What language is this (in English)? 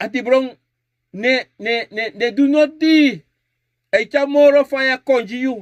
Sranan Tongo